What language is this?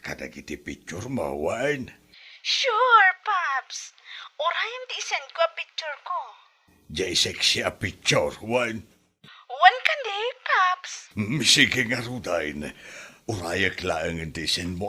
Iloko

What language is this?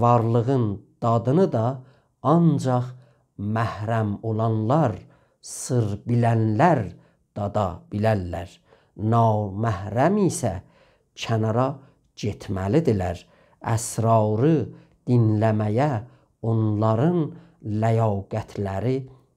South Azerbaijani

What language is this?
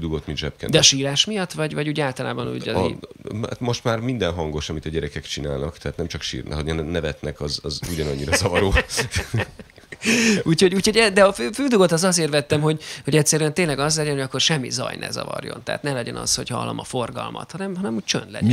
Hungarian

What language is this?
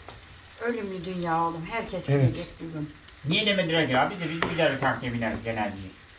Turkish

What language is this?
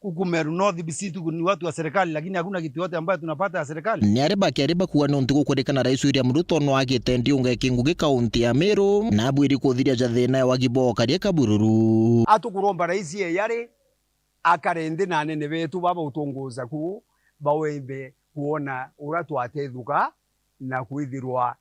Meru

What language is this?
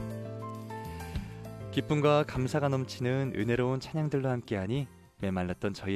Korean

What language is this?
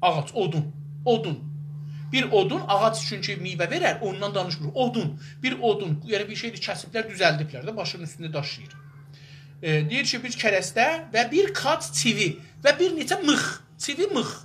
South Azerbaijani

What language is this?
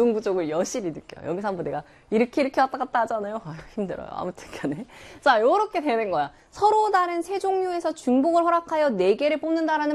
Korean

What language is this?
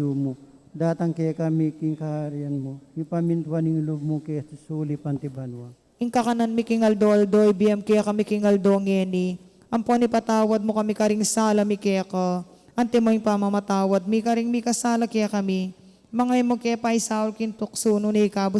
Pampanga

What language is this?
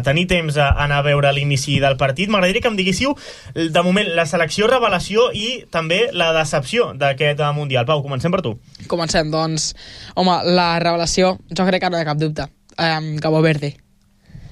Catalan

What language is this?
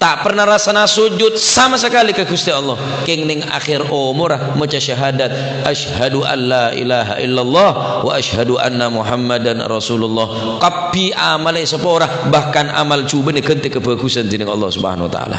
Madurese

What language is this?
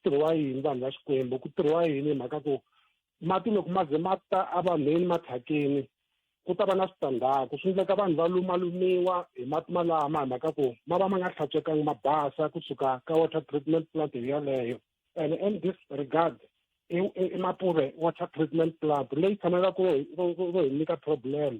Tsonga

